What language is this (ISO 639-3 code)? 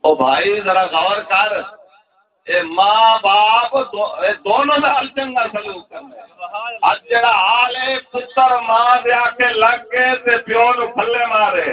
skr